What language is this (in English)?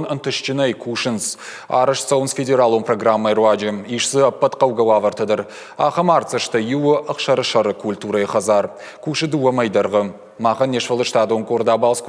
Ossetic